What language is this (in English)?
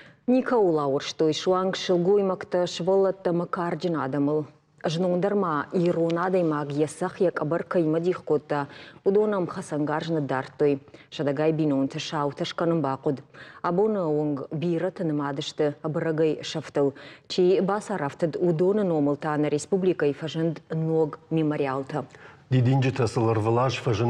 Ossetic